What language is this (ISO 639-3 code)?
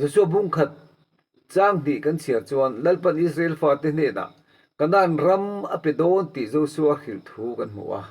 lus